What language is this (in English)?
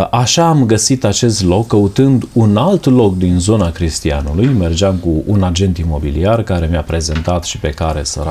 Romanian